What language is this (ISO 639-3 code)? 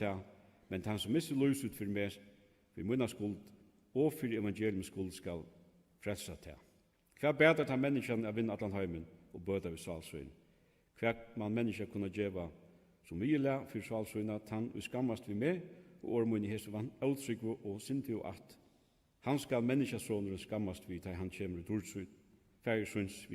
fao